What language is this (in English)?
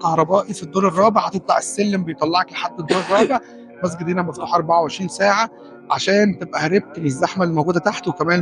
Egyptian Arabic